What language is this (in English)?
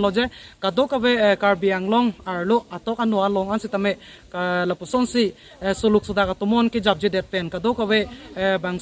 Karbi